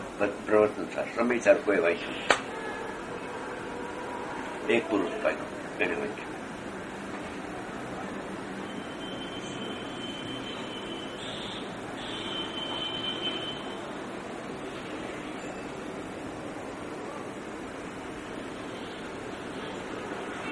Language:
Gujarati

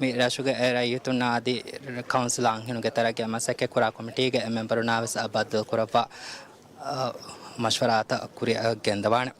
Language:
Divehi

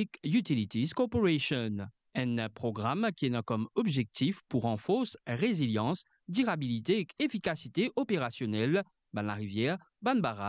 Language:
Morisyen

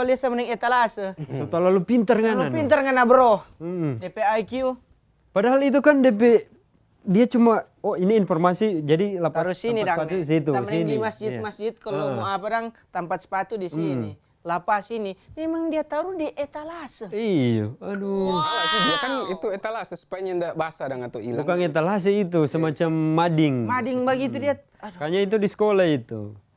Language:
Manado Malay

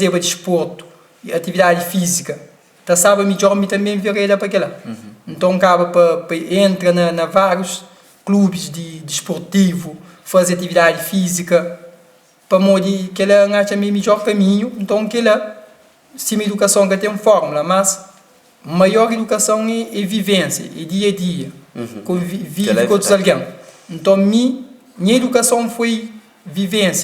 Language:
Kabuverdianu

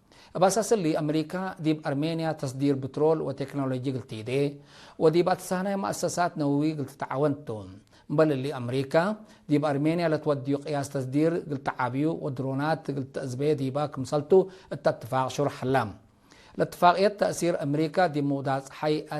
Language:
Tigre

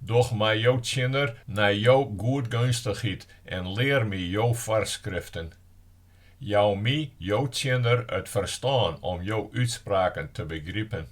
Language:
Western Frisian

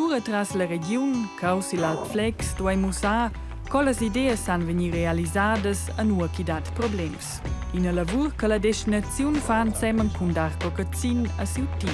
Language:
Romansh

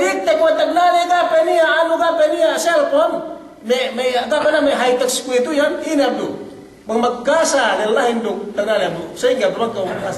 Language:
Yakan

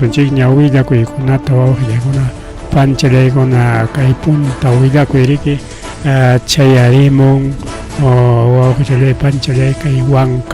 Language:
Ayacucho Quechua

